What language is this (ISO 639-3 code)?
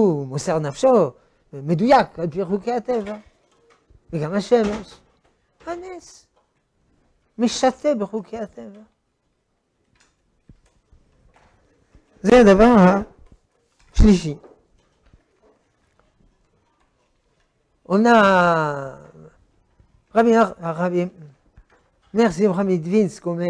heb